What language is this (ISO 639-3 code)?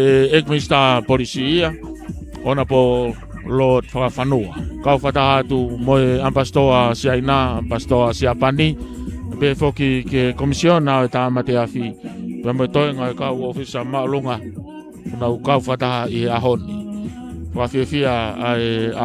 ton